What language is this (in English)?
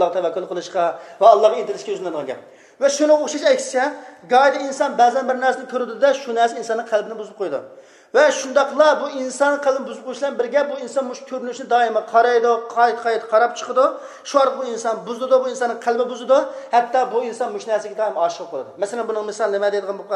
Uyghur